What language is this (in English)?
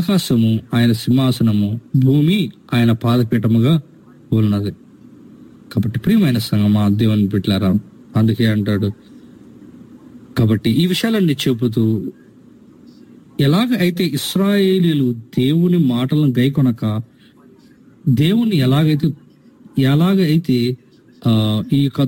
Telugu